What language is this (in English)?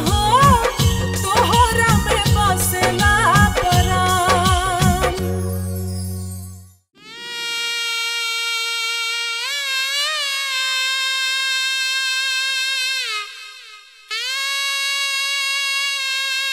Bhojpuri